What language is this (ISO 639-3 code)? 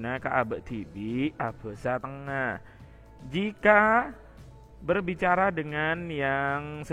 mad